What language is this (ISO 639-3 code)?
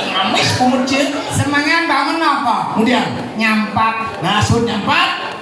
ban